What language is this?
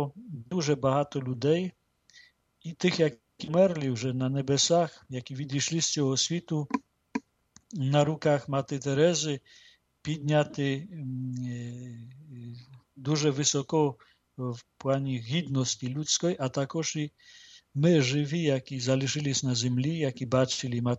Ukrainian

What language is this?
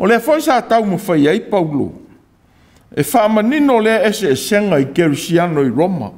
Samoan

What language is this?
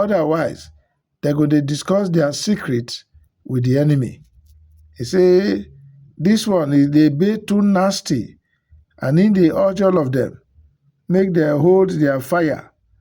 Nigerian Pidgin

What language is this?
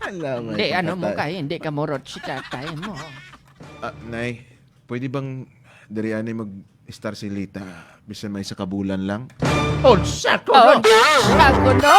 Hiligaynon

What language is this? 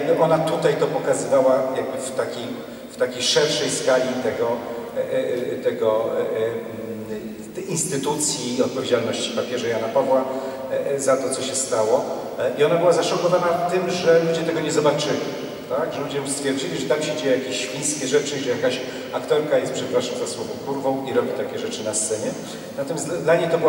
Polish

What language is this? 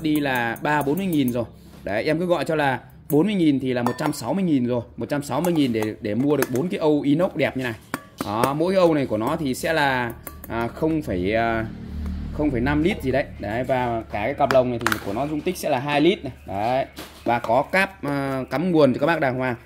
Vietnamese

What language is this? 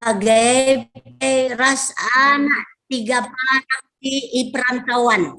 Batak Karo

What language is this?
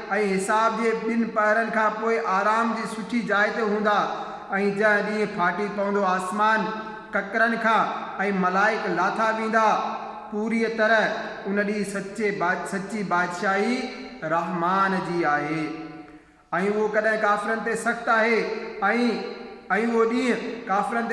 Sindhi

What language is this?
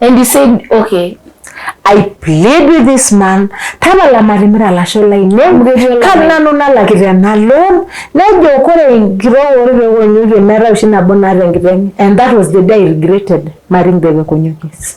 Masai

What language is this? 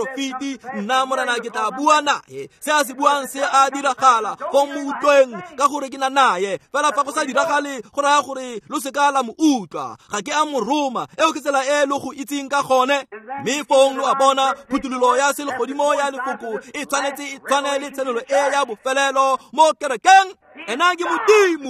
Tswana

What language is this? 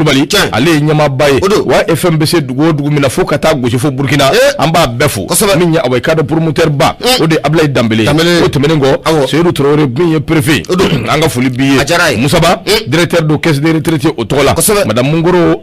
Bambara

